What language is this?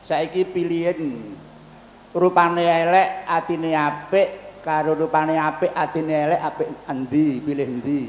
Javanese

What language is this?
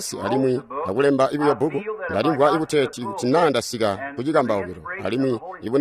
Tonga (Zambia)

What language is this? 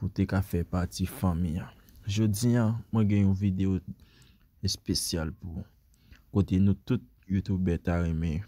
Haitian Creole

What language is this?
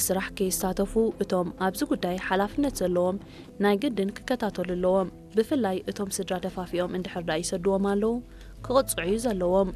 Tigrinya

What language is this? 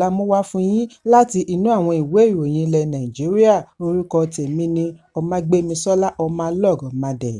Yoruba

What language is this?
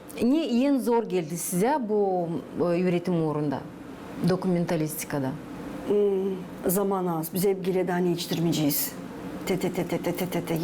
Gagauz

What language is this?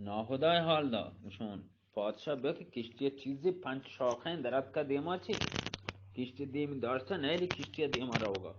Eastern Balochi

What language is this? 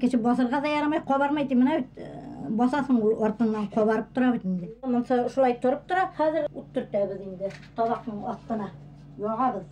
Bashkir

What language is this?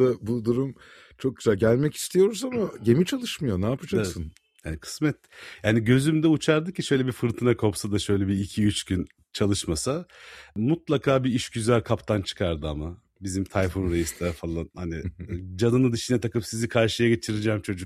Turkish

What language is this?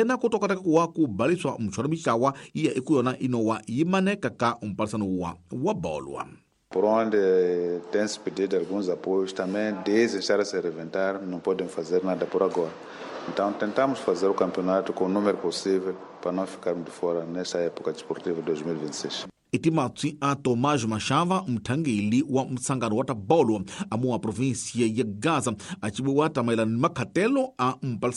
Tsonga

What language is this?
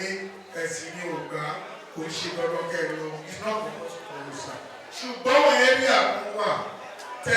Yoruba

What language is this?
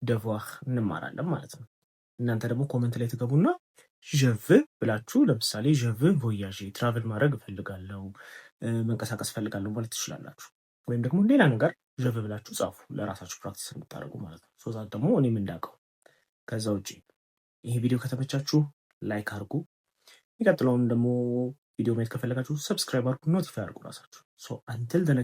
Amharic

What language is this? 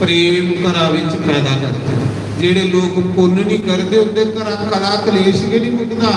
Dogri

